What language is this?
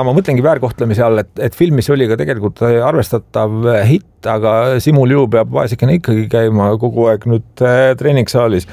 Estonian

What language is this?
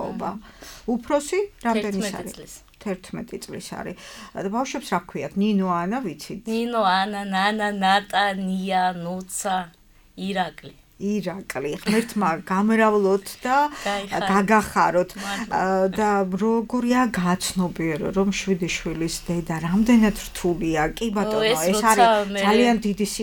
Georgian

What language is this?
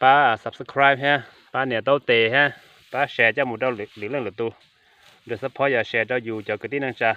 Hmong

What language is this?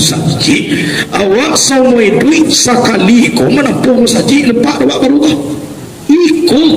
Minangkabau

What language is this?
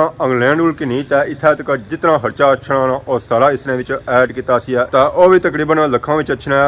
Pahari-Potwari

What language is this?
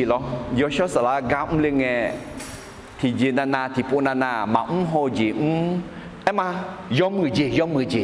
Akha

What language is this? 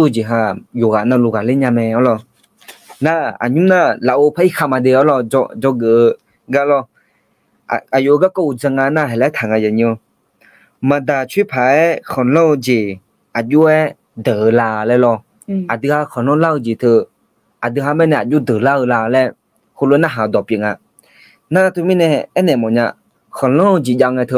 Akha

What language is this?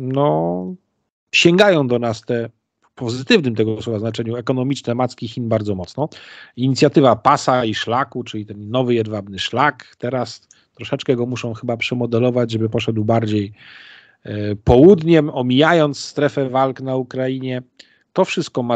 Polish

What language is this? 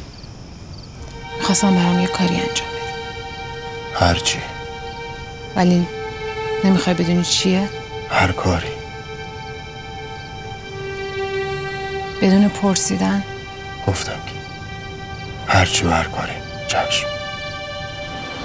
Persian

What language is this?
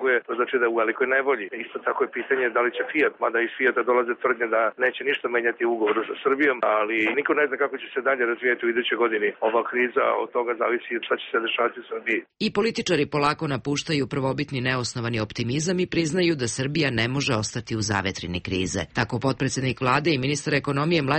Serbian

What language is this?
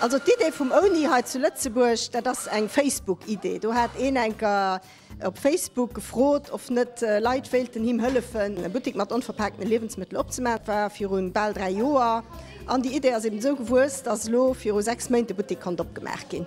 Luxembourgish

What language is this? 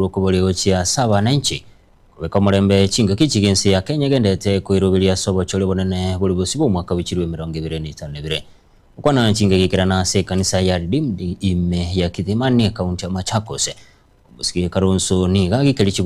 Gusii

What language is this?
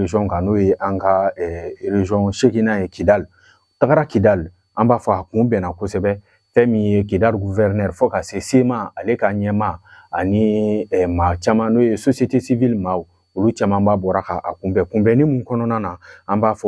Bambara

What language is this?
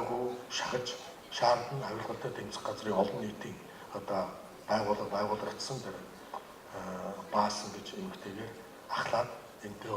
Mongolian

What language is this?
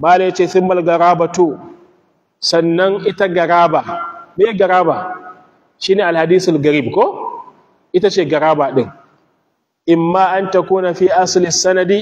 Hausa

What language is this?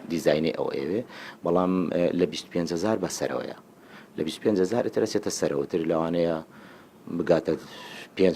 Central Kurdish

